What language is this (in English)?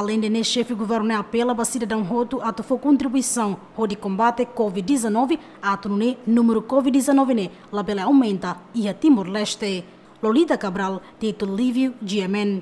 Tetum